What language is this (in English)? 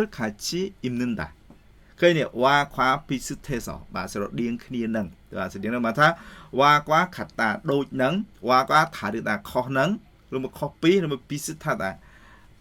Khmer